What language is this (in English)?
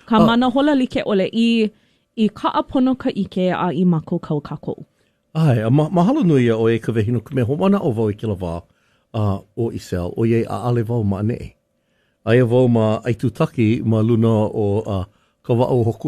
Hawaiian